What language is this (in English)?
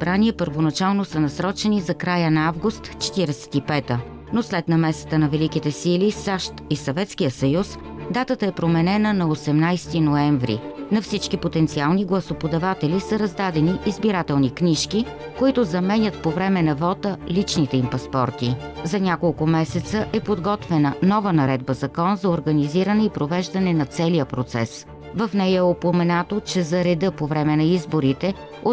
Bulgarian